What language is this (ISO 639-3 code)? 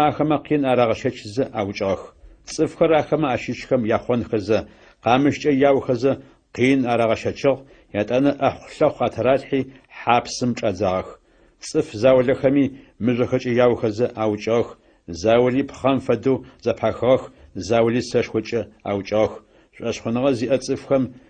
ady